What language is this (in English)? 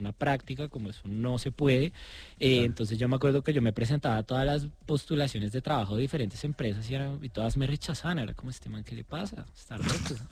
Spanish